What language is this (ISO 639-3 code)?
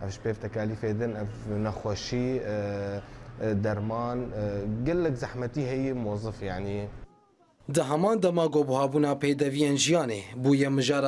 kur